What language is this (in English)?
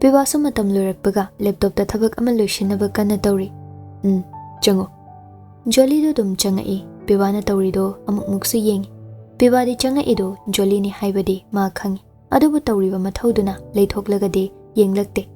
Manipuri